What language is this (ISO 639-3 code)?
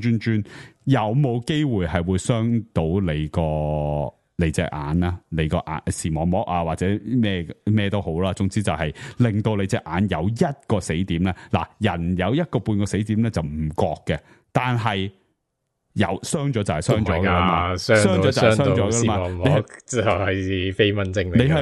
yue